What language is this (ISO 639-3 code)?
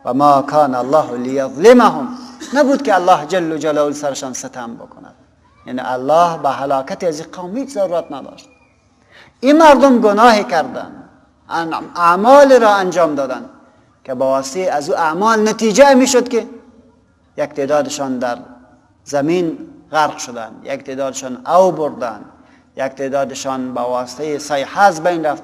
fas